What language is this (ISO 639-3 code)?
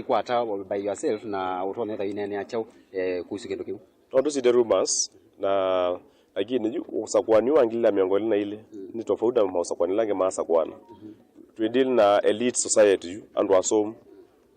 kam